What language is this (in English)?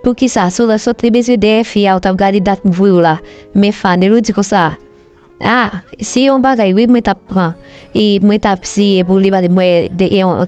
Haitian Creole